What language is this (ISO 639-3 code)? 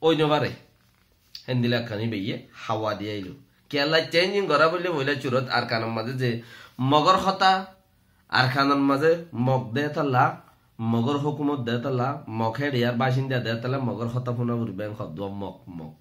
rhg